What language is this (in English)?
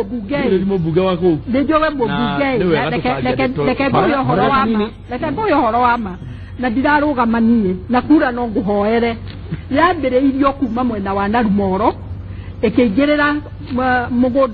Kikuyu